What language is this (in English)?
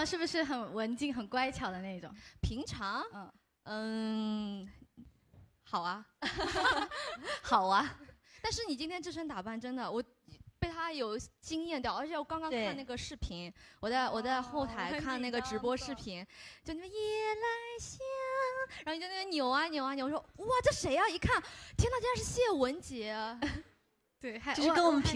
Chinese